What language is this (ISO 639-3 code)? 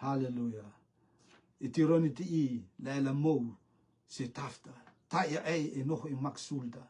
rtm